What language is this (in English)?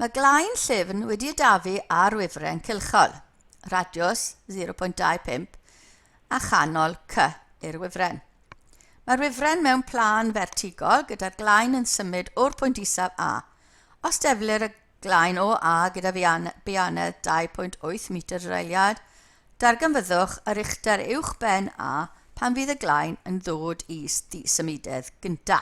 Welsh